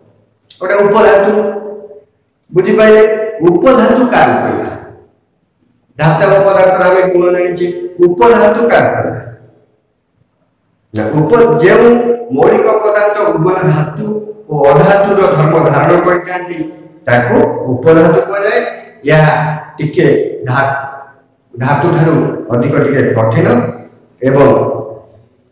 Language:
Odia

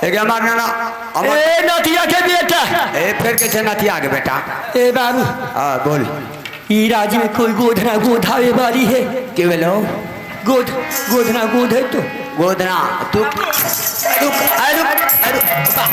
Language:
Maithili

